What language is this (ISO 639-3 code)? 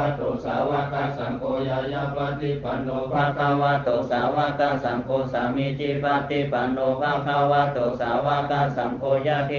pli